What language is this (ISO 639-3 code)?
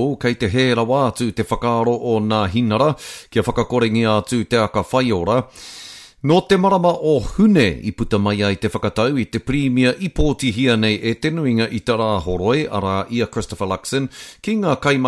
mri